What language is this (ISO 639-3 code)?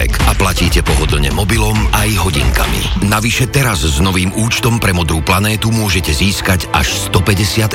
slk